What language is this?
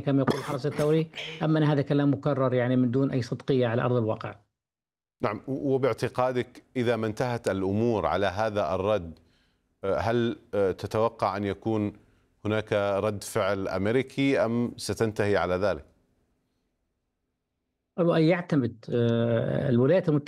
Arabic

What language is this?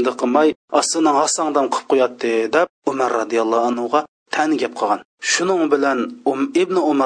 Uyghur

